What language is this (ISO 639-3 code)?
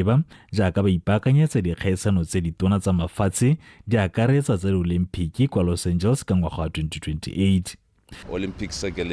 tsn